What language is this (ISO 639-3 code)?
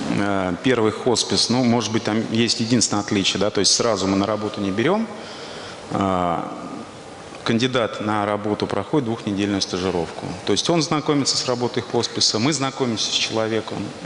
rus